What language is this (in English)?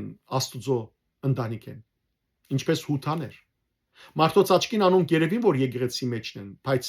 Western Armenian